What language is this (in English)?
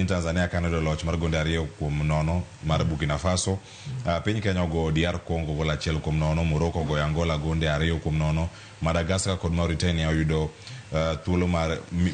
Luo (Kenya and Tanzania)